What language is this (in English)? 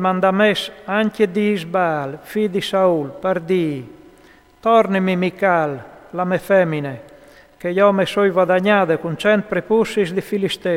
Friulian